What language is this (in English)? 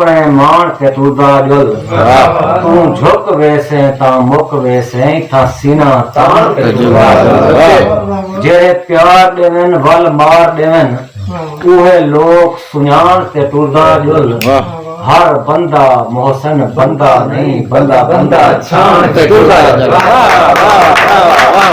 Saraiki